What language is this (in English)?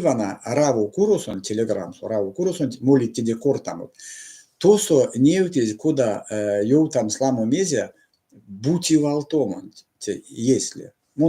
Erzya